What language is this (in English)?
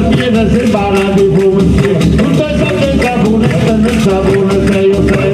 Neapolitan